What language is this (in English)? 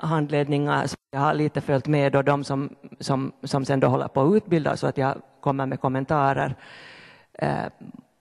Swedish